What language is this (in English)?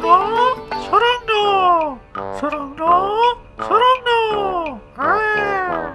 Kok Borok